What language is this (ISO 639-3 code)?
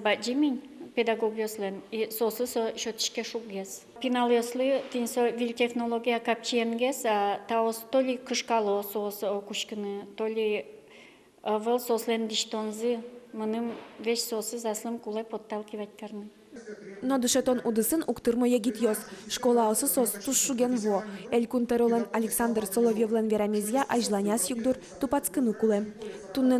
udm